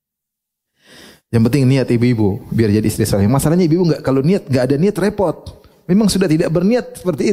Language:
Indonesian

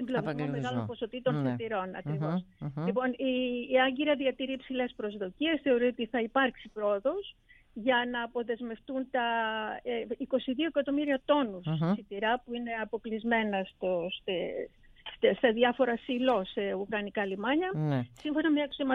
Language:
Greek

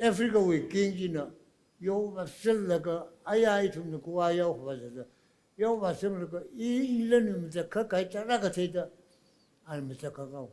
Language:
Tangkhul Naga (India)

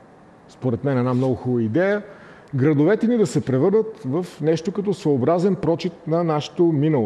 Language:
Bulgarian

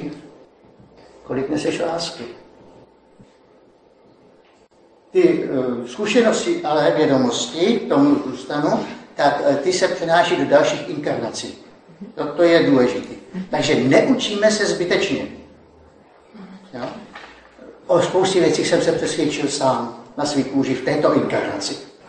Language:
Czech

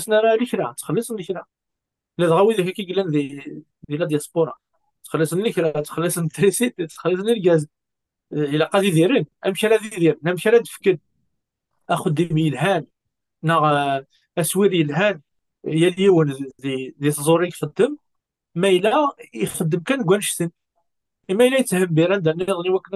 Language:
Kabyle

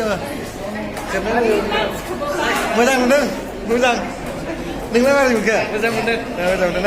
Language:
Bodo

